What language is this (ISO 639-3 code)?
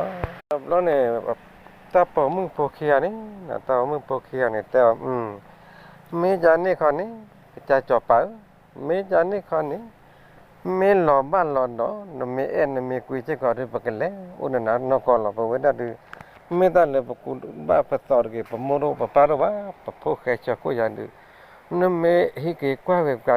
ksw